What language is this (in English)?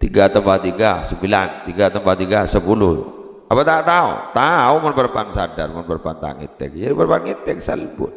Madurese